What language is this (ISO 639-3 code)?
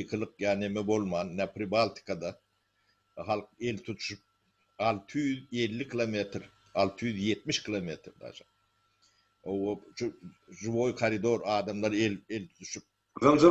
tuk